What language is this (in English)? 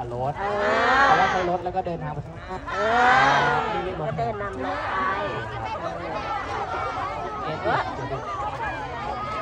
Thai